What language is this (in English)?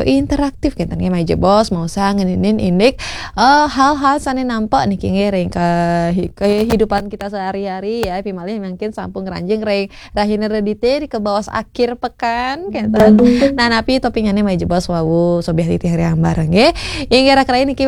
Balinese